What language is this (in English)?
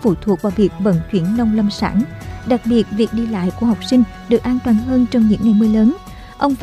Vietnamese